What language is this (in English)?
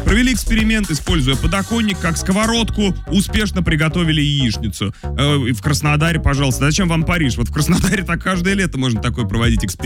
Russian